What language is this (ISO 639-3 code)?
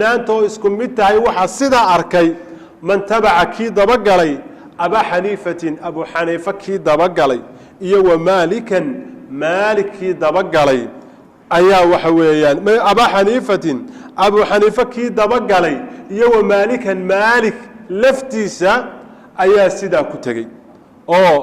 som